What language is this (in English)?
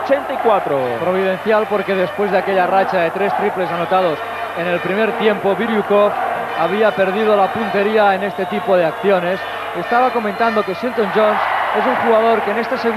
Spanish